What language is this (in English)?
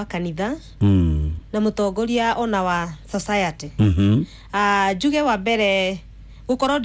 Kikuyu